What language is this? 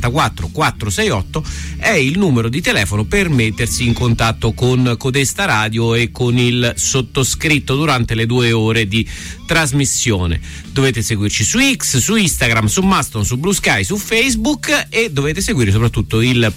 Italian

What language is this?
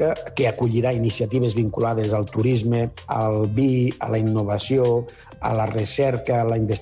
Catalan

